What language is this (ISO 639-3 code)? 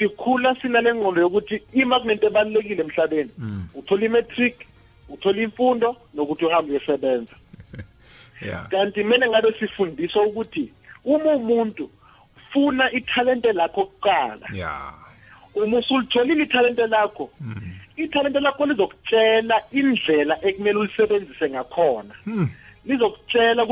nbl